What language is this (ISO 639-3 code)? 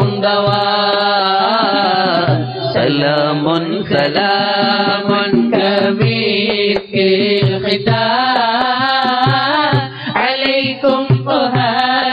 mal